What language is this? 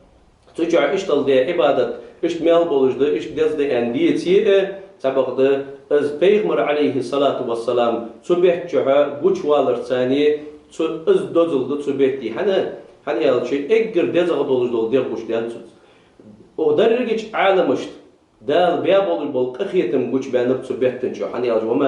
Ingush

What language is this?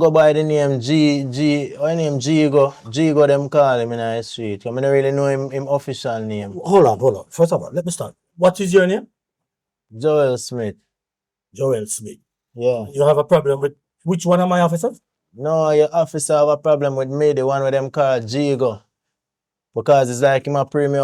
Jamaican Creole English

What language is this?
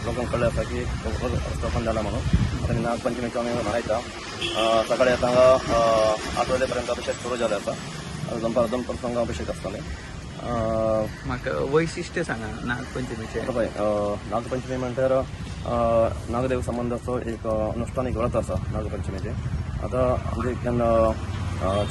Konkani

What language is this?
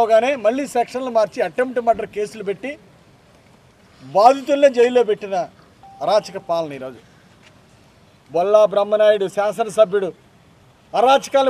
Telugu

